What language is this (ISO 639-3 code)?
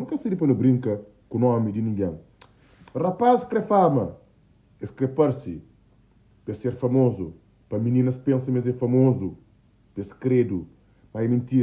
kea